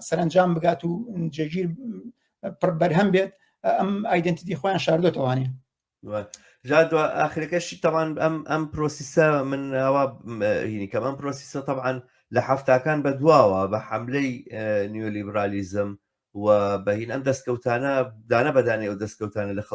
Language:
Central Kurdish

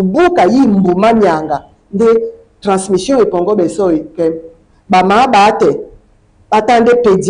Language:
Duala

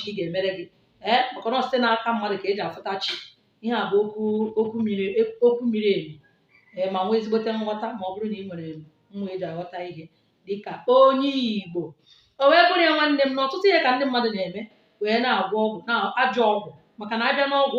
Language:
Igbo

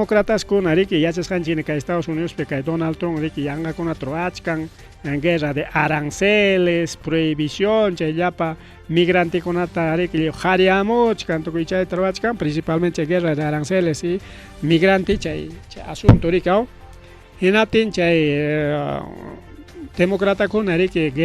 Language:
Ayacucho Quechua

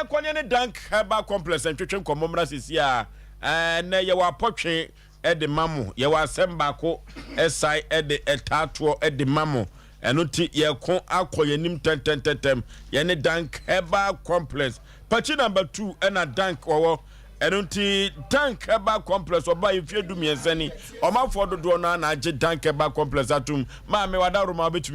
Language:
Akan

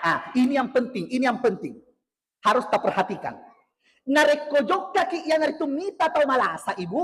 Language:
Buginese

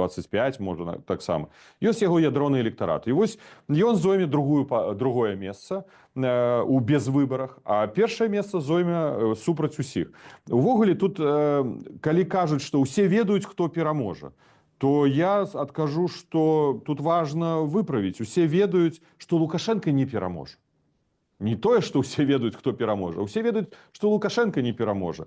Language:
Belarusian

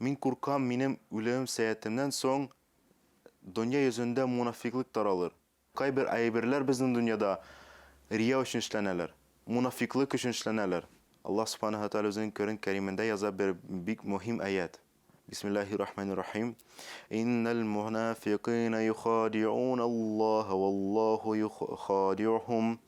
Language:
Tatar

